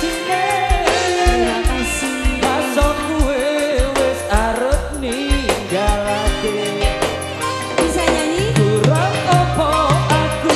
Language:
Javanese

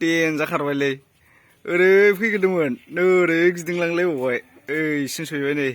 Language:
Bodo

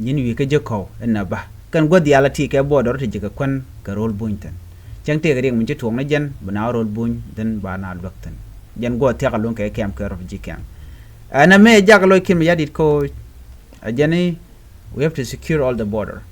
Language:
Nuer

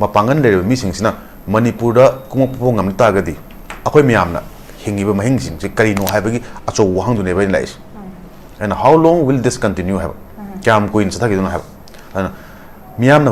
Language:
Manipuri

